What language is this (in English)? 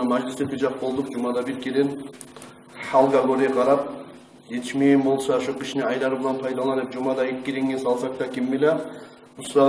Kumyk